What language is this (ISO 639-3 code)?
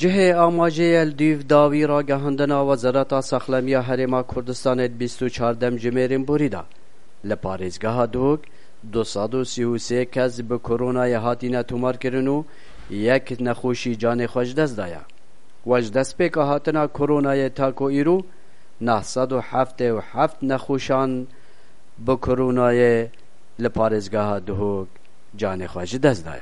kur